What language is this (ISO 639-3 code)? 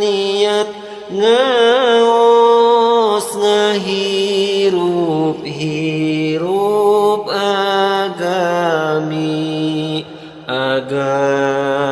sun